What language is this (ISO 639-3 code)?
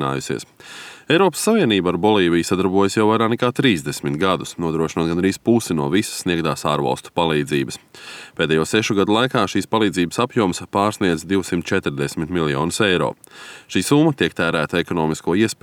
lav